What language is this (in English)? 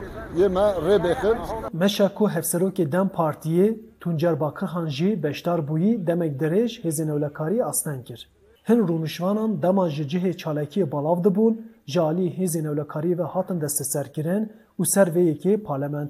Kurdish